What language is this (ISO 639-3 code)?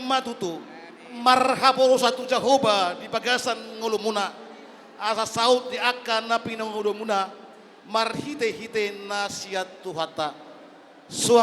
bbc